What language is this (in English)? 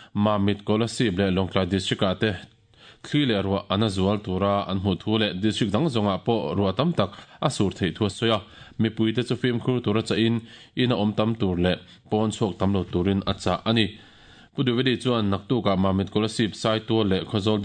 Mizo